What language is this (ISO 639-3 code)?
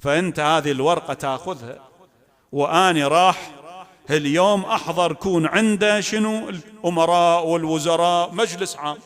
acm